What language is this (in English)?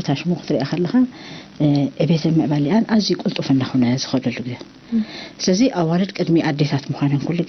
Tigrinya